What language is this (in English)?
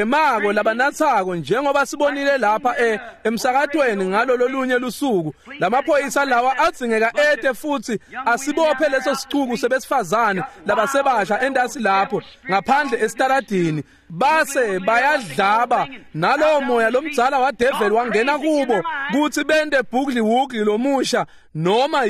Swati